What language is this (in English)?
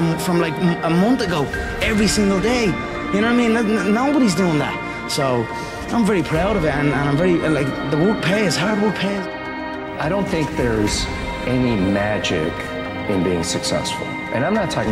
English